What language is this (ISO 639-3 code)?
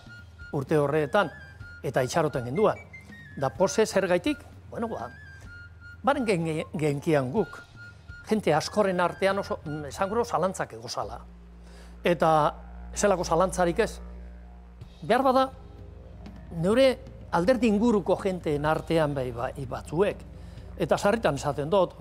eus